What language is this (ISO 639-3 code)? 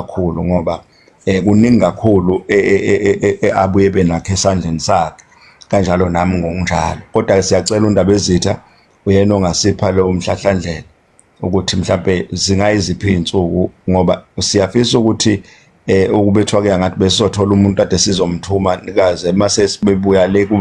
zul